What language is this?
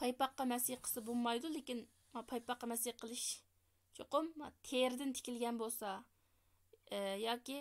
Uyghur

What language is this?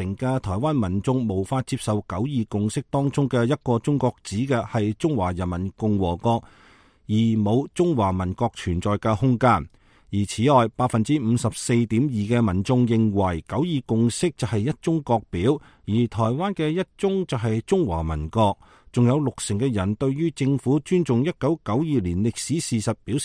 Cantonese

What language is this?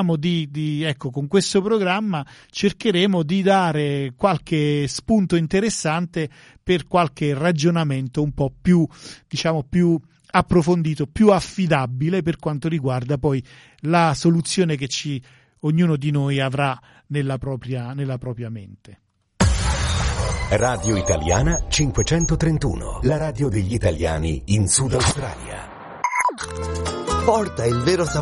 Italian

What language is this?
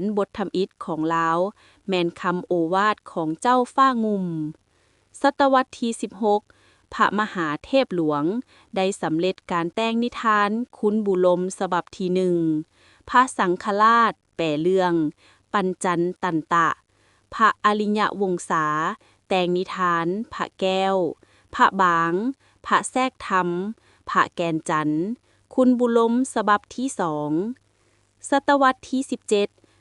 Lao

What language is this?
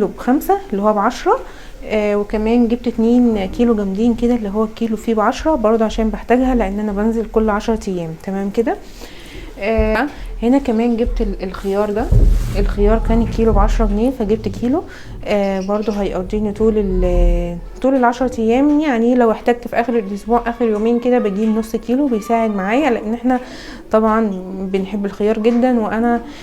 Egyptian Arabic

